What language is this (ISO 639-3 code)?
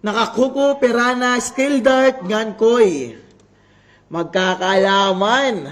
war